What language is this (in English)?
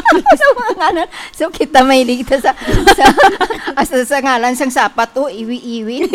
Hiligaynon